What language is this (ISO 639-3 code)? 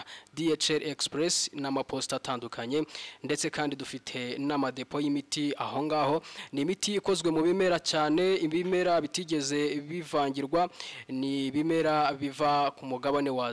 kin